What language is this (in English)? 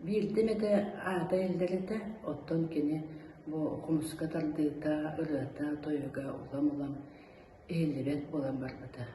Yakut